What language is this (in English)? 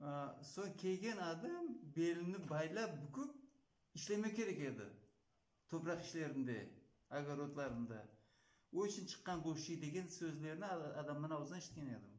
Crimean Tatar